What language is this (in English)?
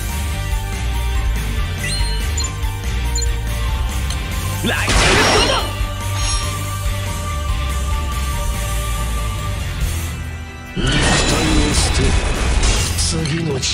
Japanese